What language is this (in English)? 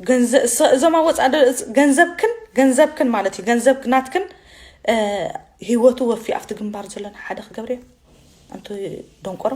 Tigrinya